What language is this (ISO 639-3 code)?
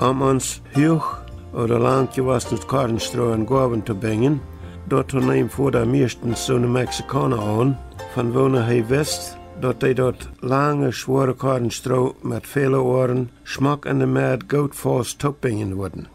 pdt